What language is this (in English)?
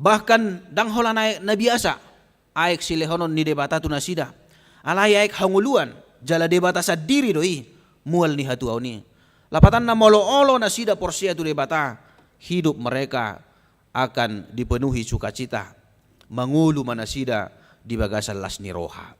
Batak Toba